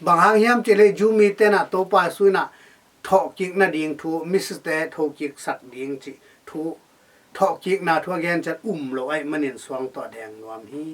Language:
Tedim Chin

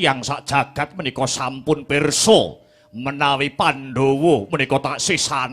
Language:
Javanese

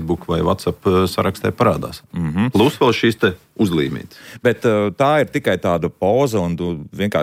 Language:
Latvian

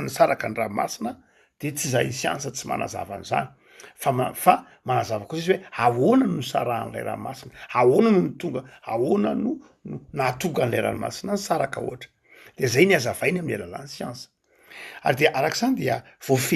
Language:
Malagasy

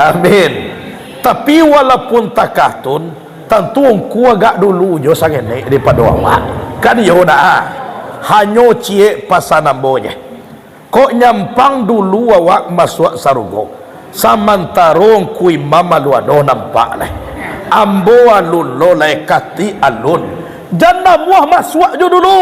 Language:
Minangkabau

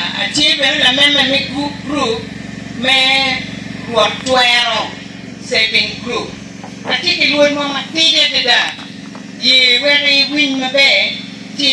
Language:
Acoli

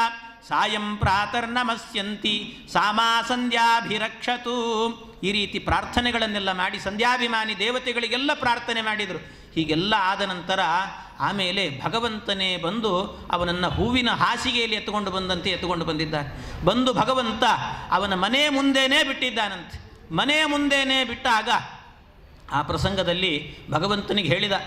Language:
Kannada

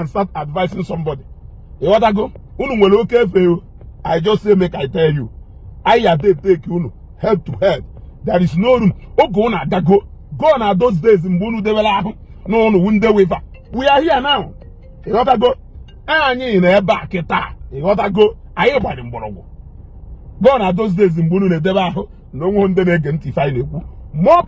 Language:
Igbo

